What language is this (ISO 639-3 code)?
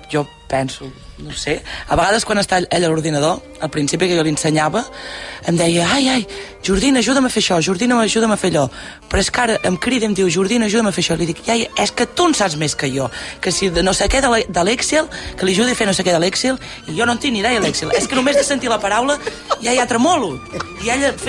cat